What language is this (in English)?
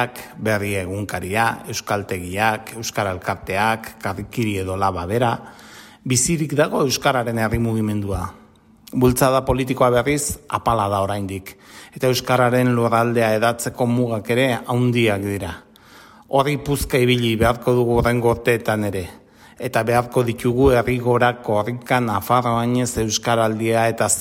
Basque